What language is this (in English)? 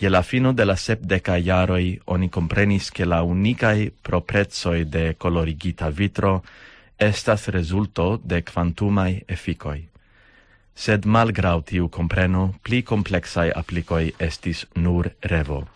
Esperanto